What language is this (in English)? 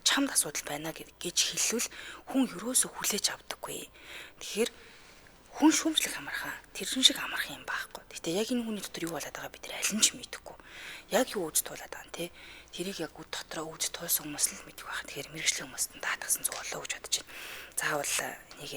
Mongolian